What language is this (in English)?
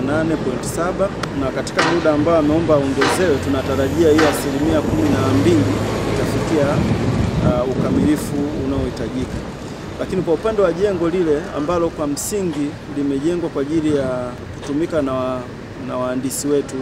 Swahili